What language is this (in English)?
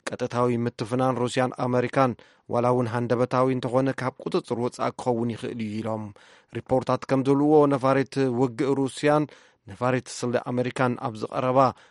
Tigrinya